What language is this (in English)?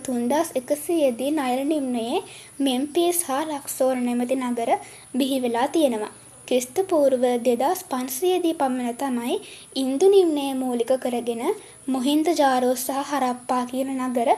Sinhala